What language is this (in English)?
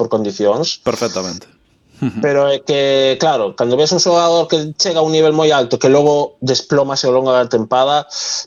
Galician